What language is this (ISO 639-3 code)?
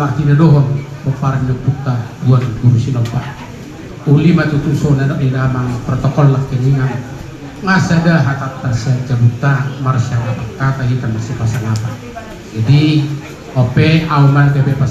bbc